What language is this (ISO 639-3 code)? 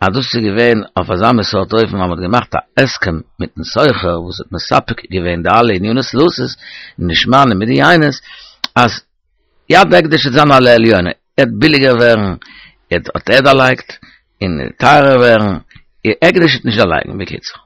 yid